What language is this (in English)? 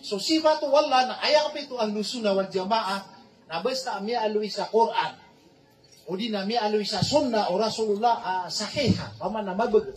Maranao